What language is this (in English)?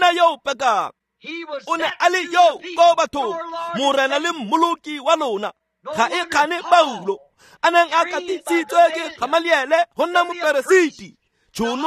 Tswana